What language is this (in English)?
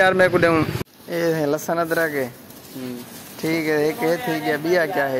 Saraiki